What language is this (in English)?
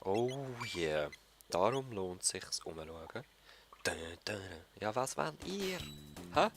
Swiss German